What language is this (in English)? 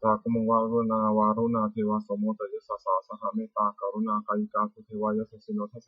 Pali